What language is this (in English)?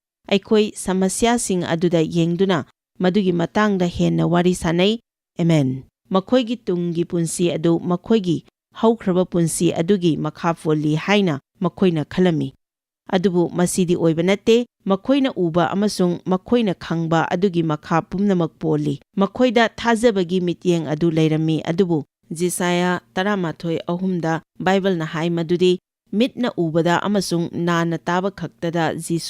Manipuri